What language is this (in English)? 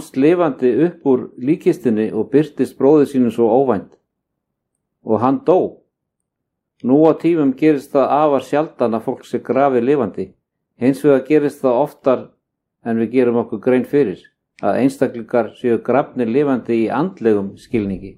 Icelandic